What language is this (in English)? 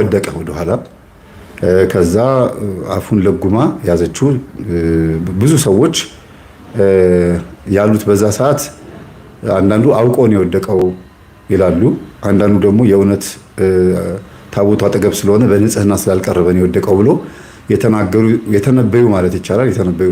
Amharic